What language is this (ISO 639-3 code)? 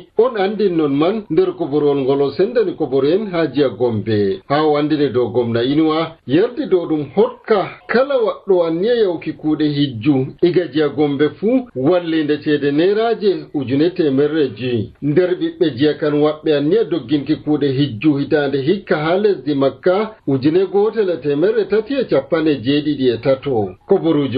fuv